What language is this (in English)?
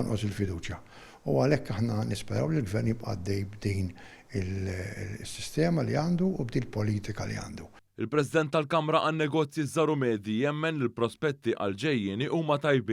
Maltese